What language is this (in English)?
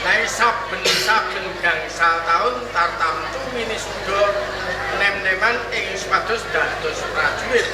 Javanese